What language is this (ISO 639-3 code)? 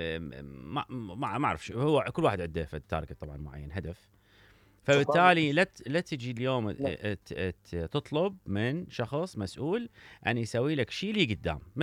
acm